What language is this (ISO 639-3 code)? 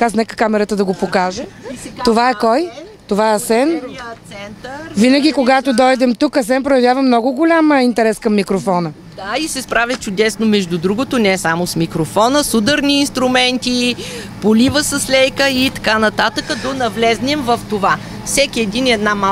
bul